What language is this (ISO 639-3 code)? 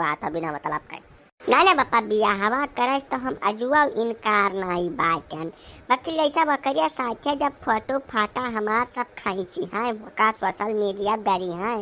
awa